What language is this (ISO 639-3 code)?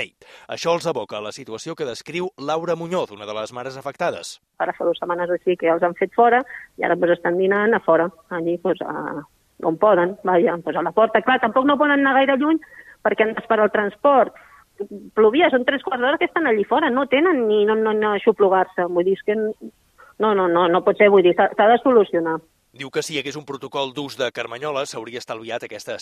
cat